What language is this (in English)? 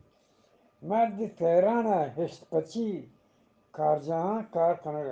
Eastern Balochi